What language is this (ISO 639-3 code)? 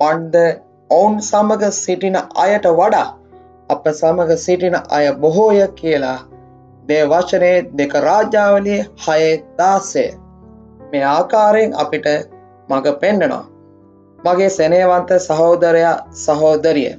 sin